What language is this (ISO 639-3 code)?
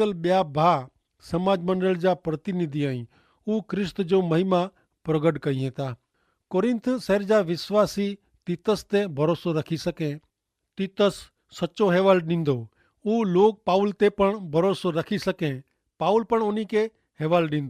kfr